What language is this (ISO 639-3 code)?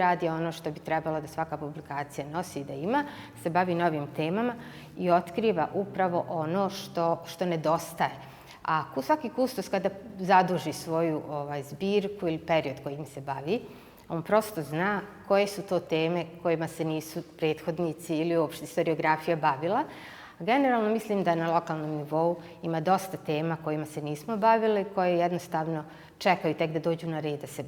bos